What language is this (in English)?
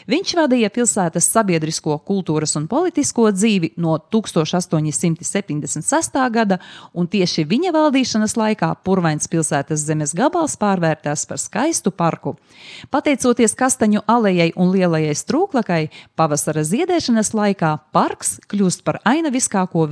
Latvian